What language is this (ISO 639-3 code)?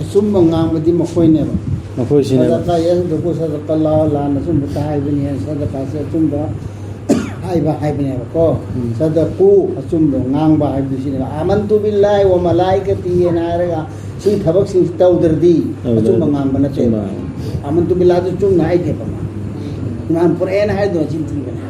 mni